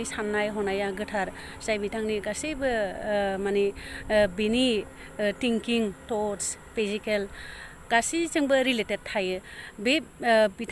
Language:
Bodo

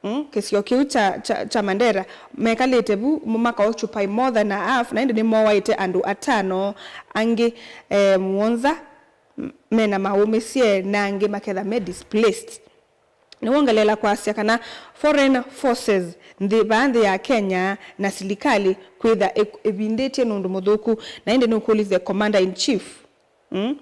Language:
Kamba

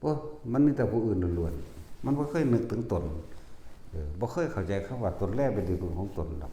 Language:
Northeastern Thai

